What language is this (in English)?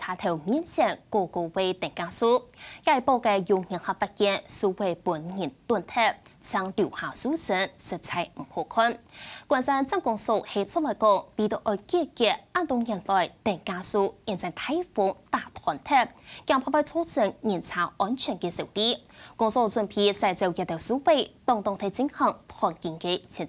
Hakka Chinese